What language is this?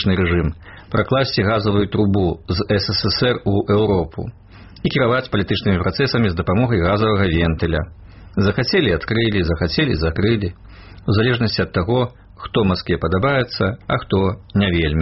Belarusian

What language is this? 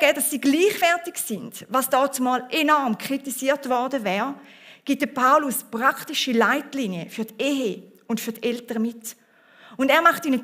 Swiss German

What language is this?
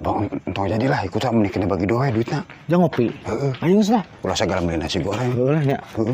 Sundanese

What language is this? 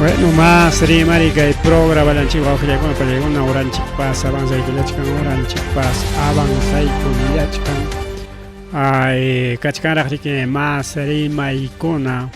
Ayacucho Quechua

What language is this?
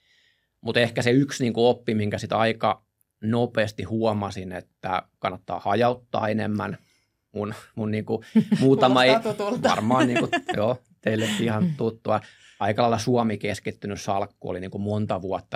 Finnish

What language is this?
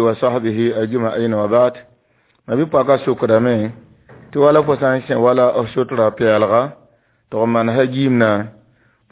Mossi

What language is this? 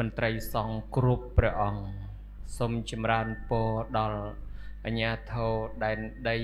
Khmer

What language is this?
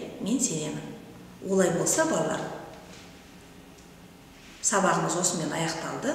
Kazakh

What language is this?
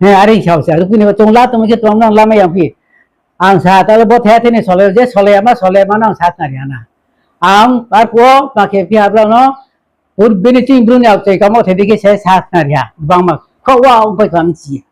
Riang (India)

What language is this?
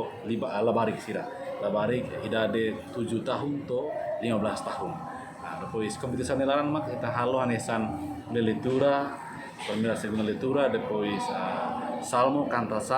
Tetum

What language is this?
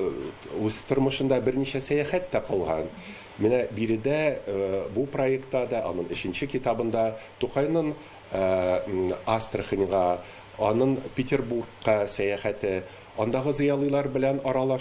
Tatar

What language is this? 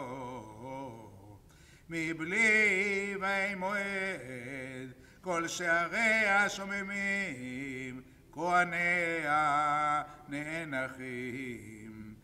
Hebrew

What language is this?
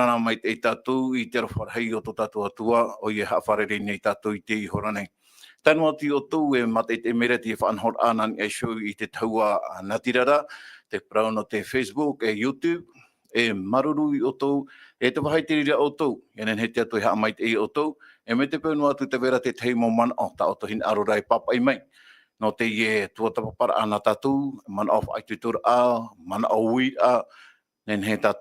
Tahitian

